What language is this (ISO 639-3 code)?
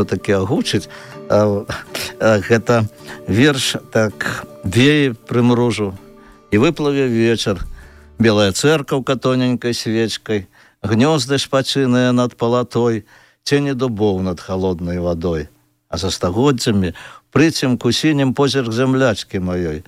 bel